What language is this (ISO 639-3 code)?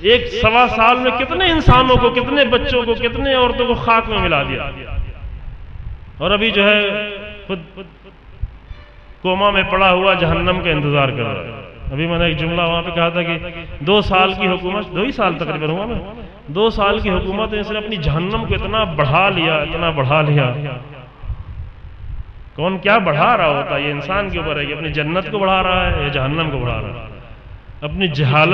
urd